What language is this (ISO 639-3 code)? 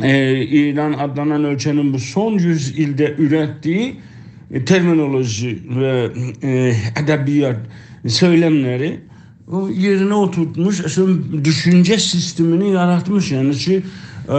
azb